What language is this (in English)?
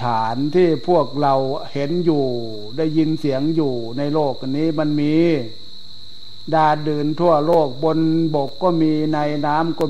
Thai